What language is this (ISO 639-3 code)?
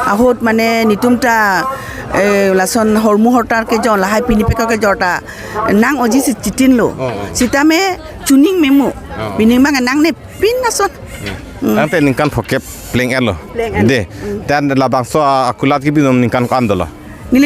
mjw